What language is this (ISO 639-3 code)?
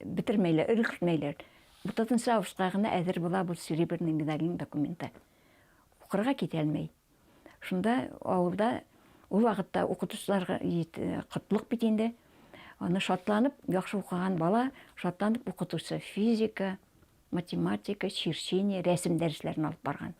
bak